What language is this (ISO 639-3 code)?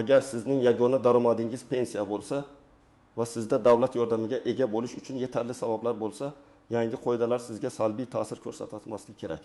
uzb